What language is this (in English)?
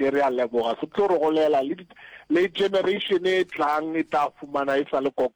Northern Sotho